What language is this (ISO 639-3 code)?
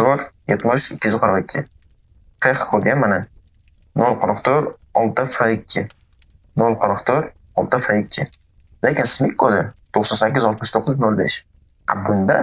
uzb